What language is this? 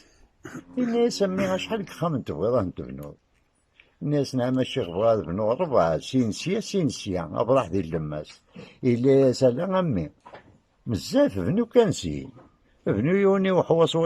Kabyle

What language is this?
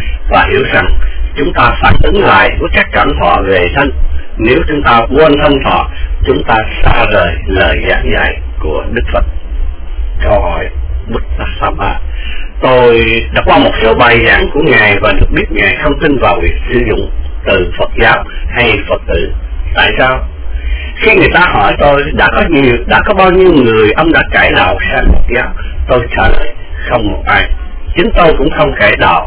Vietnamese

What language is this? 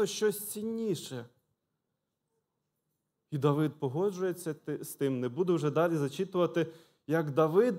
Ukrainian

